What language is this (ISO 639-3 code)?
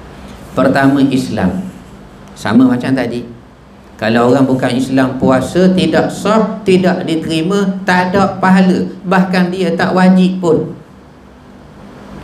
msa